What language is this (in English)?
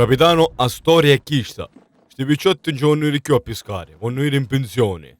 Sicilian